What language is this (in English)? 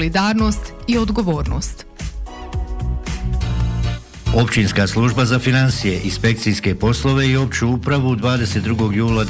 Bosnian